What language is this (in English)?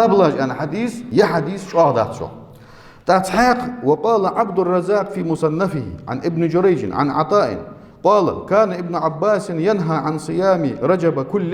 Ingush